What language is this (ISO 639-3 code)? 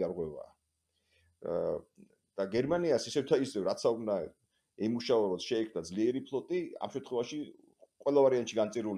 kat